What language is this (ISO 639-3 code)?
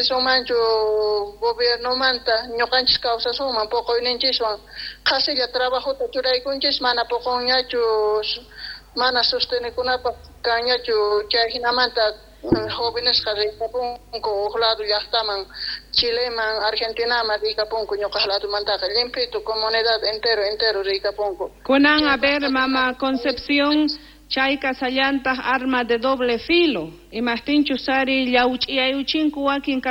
que